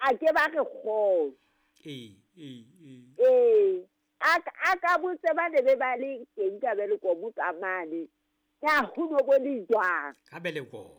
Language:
Southern Sotho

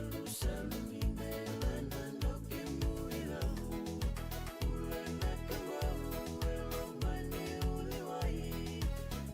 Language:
Fijian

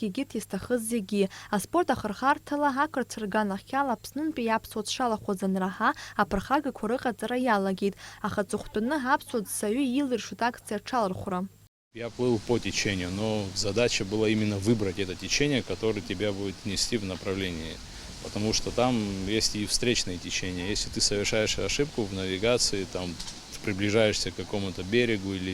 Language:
Abkhazian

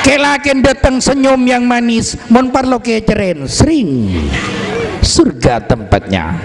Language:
Madurese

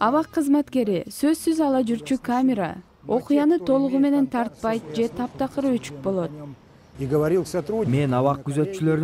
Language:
Kyrgyz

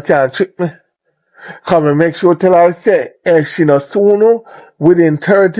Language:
Jamaican Creole English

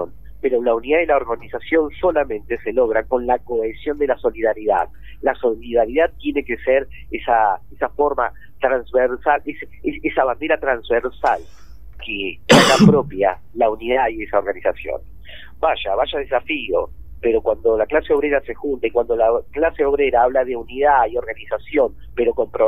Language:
Spanish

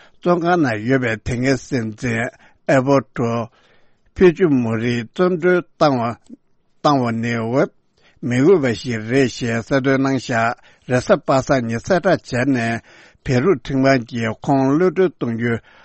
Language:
Tibetan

